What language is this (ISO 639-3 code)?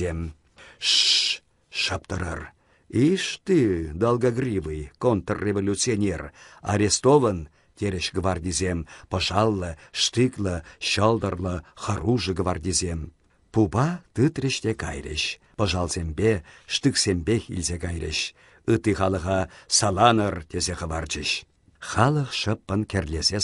chv